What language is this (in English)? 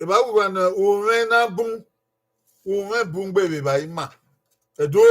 Bini